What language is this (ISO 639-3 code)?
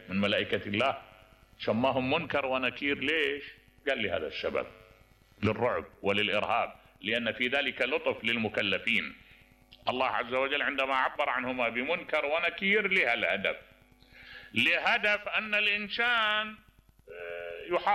acm